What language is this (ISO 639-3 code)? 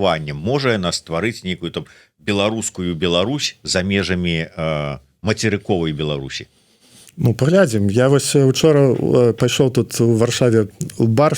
bel